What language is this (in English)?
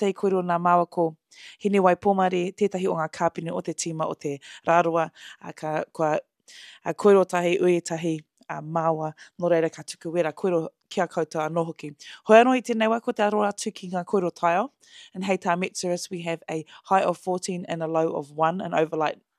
Māori